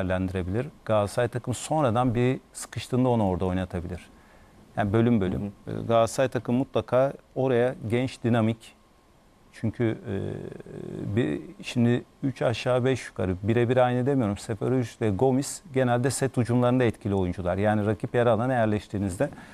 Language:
Turkish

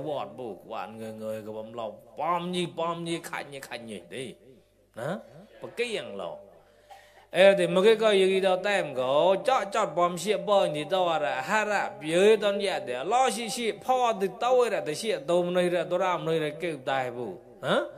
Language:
Mon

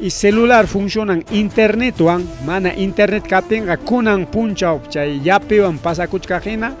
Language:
Ayacucho Quechua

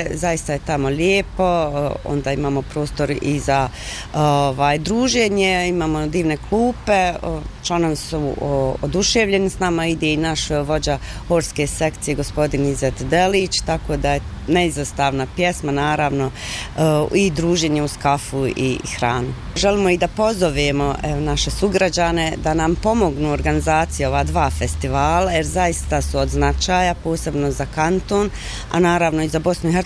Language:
Bosnian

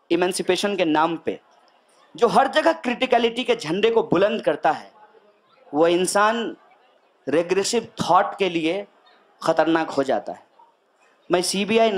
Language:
Hindi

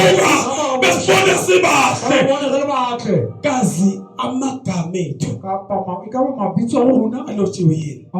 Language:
Zulu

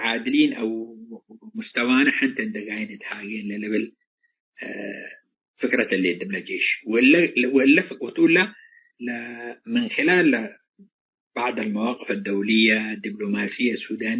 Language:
Tigre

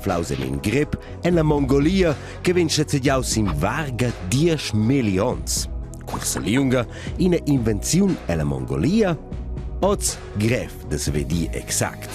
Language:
Romansh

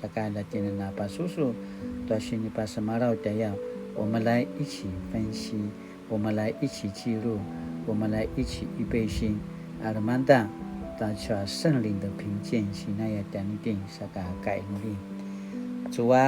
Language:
Paiwan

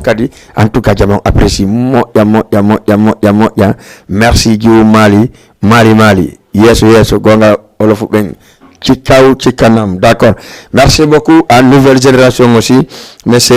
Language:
Fula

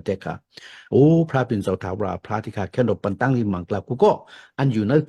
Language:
Shan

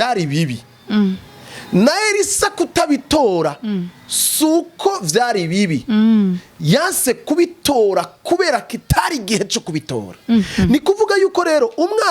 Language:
Rundi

